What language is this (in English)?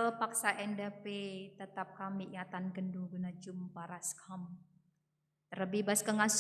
Batak Karo